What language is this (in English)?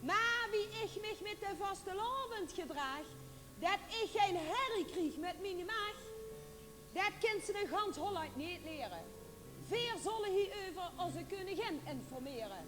Limburgish